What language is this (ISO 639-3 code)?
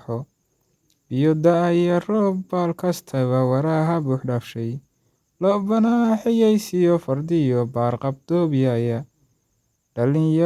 som